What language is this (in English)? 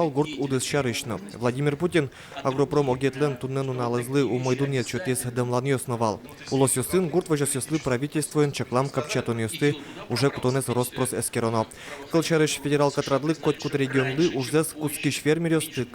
Udmurt